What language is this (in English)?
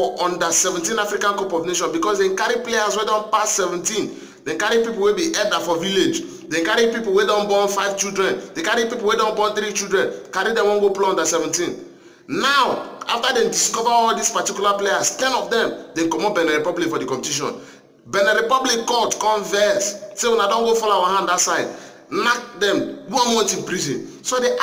Nigerian Pidgin